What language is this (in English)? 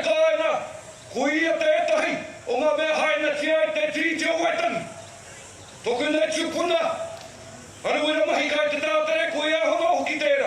Māori